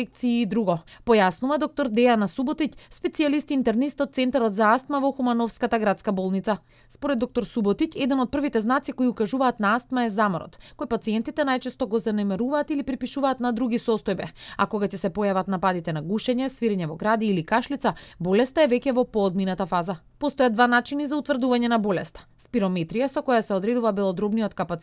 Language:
Macedonian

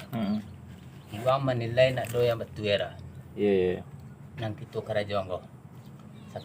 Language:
Minangkabau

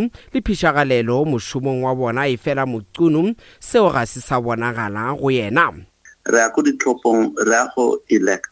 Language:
Northern Sotho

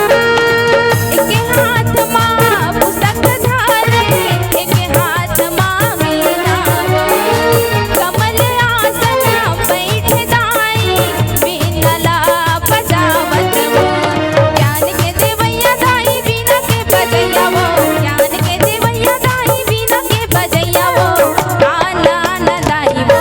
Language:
Chhattisgarhi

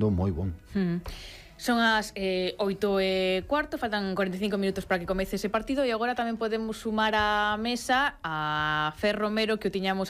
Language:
Galician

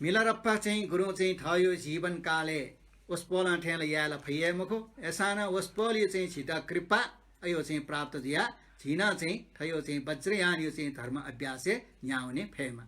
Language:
Newari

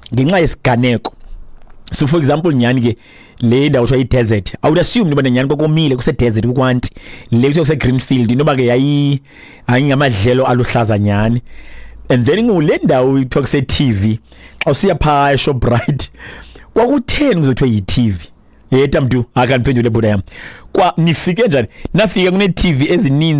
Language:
Xhosa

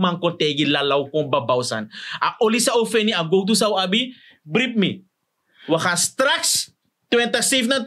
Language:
Sranan Tongo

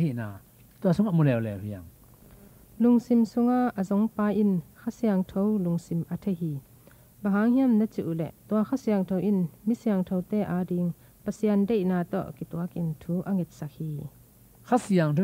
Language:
Tedim Chin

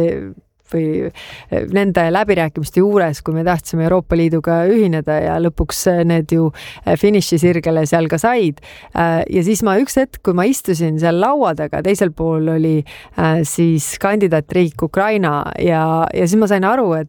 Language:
Estonian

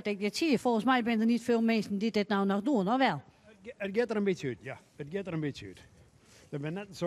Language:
Western Frisian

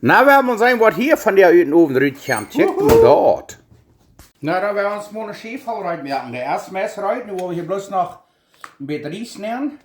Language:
Plautdietsch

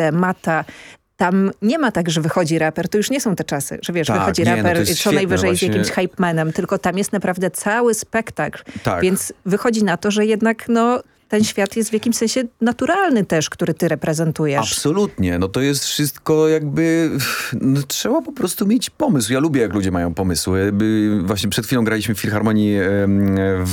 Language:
Polish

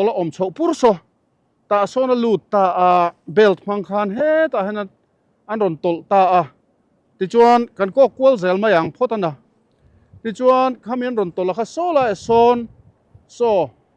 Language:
Mizo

